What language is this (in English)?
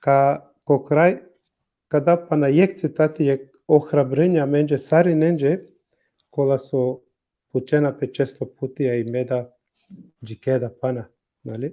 Balkan Romani